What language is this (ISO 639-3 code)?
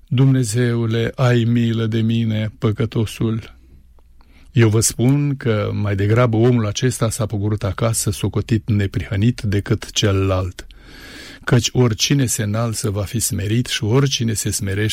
ron